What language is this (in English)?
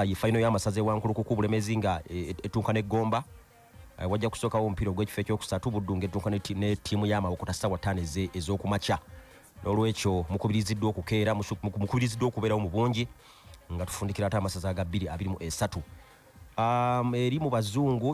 Ganda